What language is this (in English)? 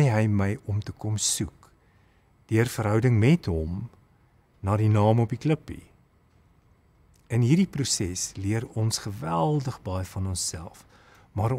Afrikaans